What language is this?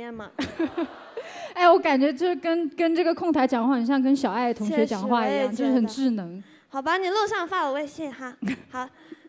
Chinese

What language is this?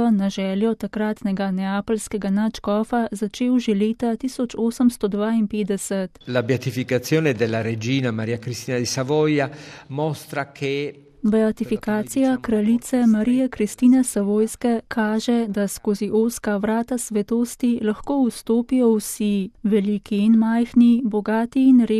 Slovenian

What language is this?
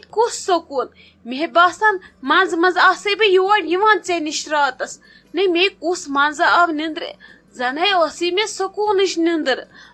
Kashmiri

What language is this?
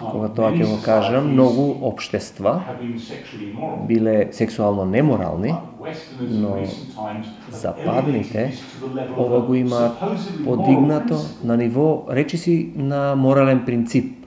Macedonian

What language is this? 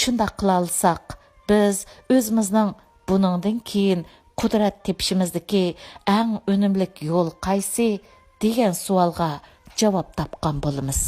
Uyghur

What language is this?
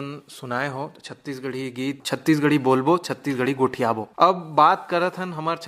Chhattisgarhi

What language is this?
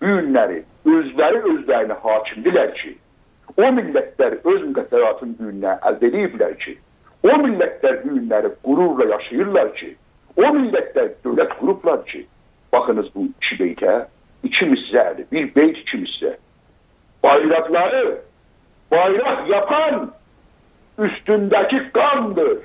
South Azerbaijani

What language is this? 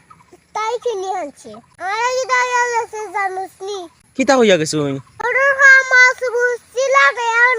Sylheti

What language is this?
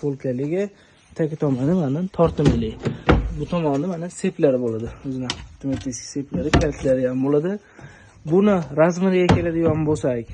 Uzbek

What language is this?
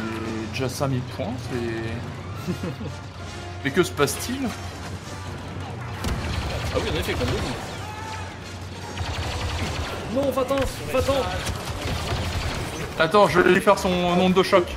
French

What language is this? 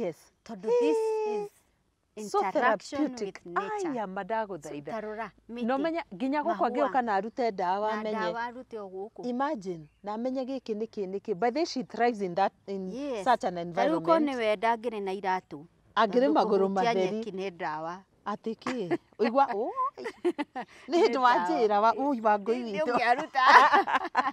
Kikuyu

